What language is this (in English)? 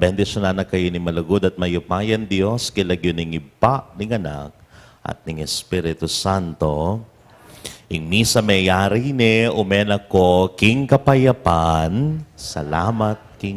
Pampanga